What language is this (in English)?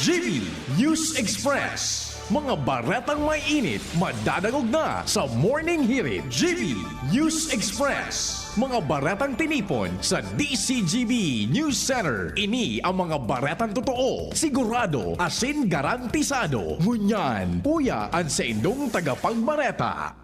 Bikol